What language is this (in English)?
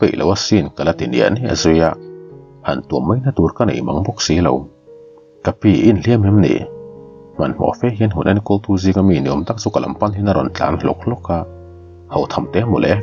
Mizo